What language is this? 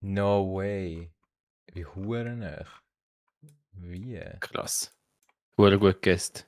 Swiss German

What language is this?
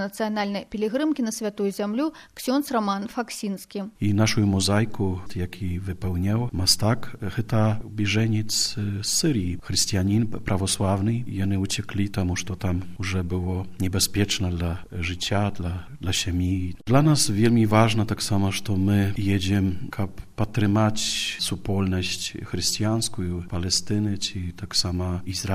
Belarusian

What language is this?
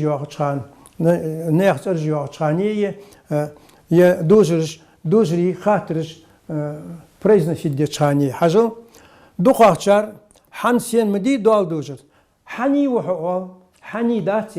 Ingush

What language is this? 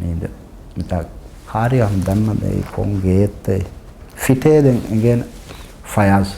Divehi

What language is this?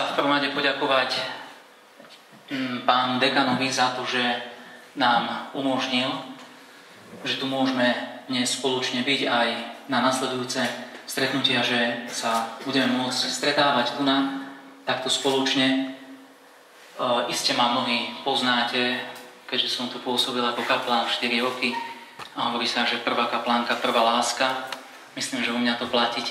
Slovak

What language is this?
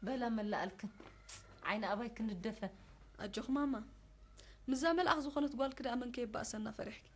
Tigrinya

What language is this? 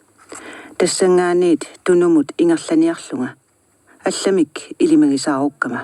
Kalaallisut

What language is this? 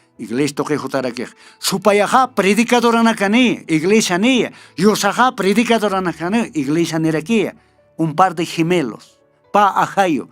Aymara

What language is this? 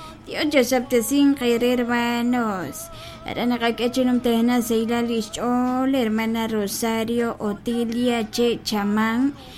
Kekchí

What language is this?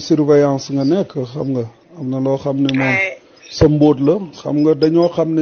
Wolof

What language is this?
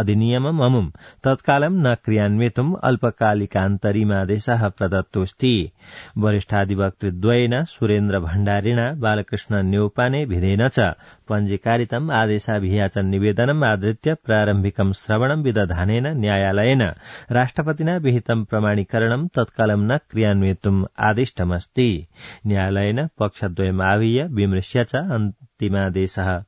Sanskrit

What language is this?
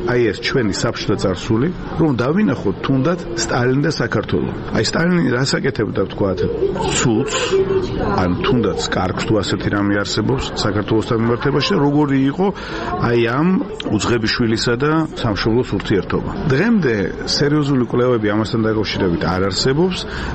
Georgian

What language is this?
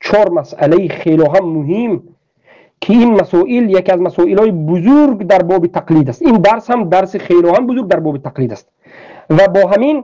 Tajik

